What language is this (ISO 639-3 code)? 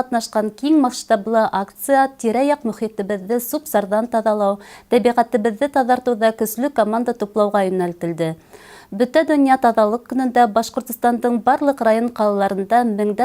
bak